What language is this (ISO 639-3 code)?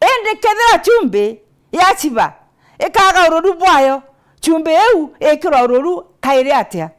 mer